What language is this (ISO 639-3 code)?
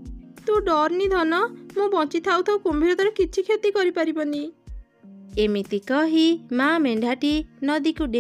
ori